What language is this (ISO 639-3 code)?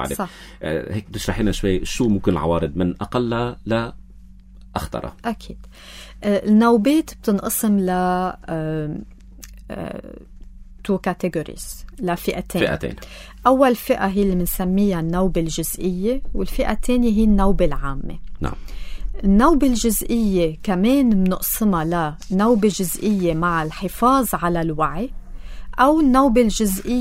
apc